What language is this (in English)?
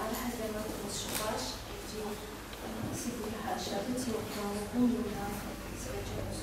Kabardian